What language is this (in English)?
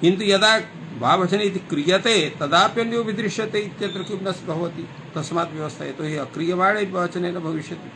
Sanskrit